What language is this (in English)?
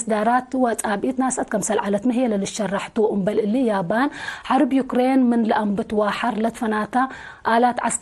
Tigre